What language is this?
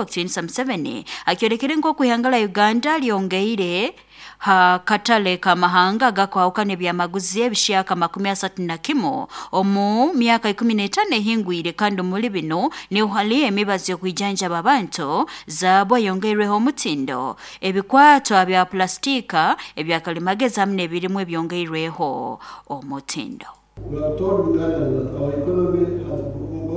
Nyoro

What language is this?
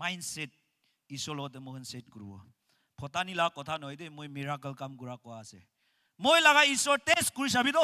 Naga Pidgin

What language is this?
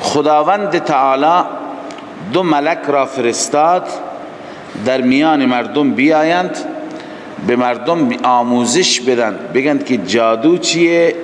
Persian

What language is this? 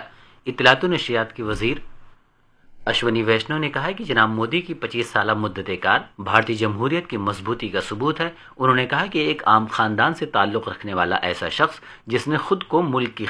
Urdu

